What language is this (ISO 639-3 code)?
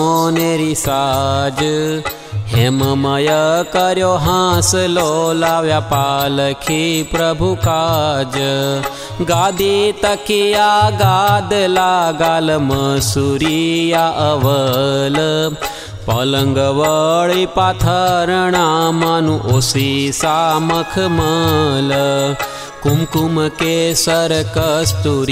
guj